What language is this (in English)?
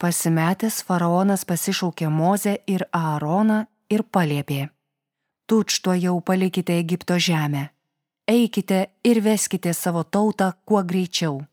Lithuanian